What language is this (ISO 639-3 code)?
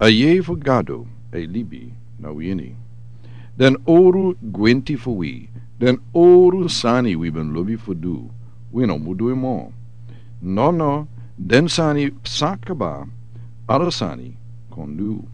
srn